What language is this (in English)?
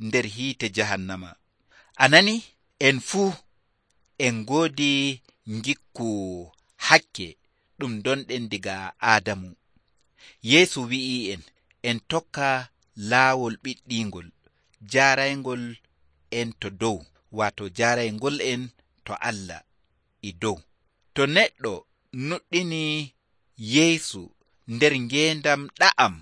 Nigerian Fulfulde